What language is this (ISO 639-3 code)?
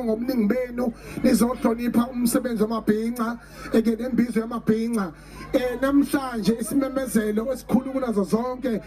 zul